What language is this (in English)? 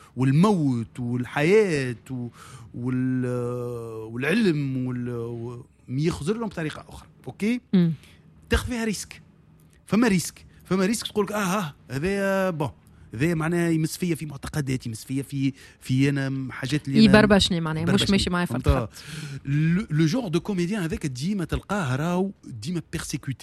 Tunisian Arabic